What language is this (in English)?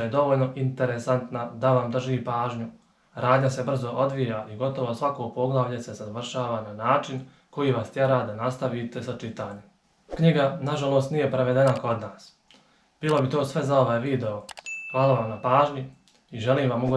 Bosnian